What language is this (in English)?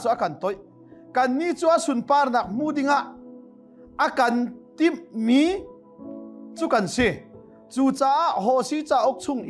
Hakha Chin